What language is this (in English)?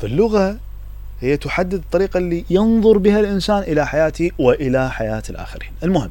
Mesopotamian Arabic